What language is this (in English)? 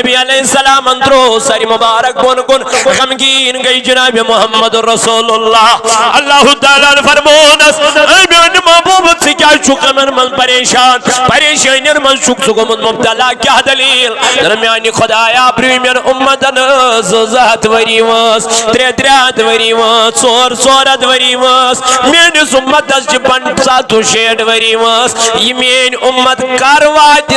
Kashmiri